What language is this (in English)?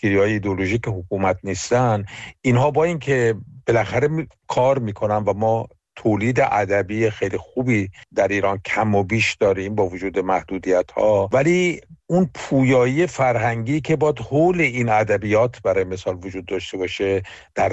Persian